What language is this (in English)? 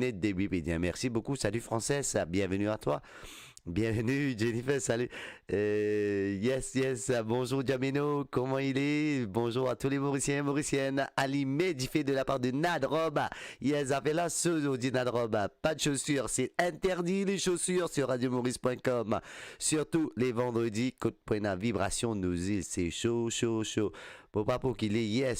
Morisyen